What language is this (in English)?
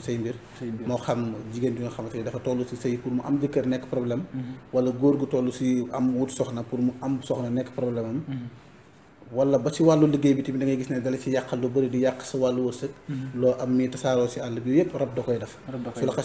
Wolof